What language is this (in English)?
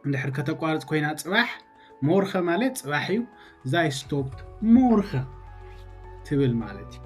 Tigrinya